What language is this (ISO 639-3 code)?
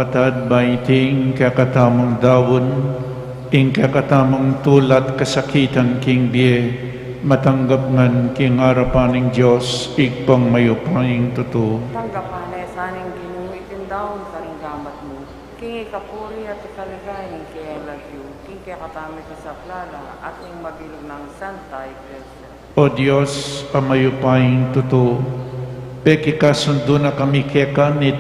pam